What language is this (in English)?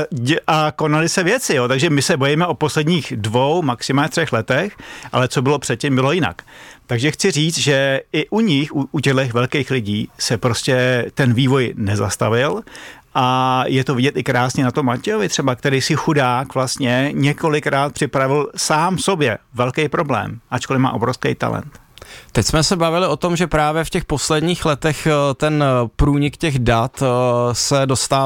Czech